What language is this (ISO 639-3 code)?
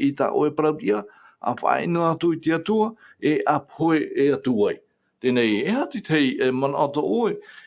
tah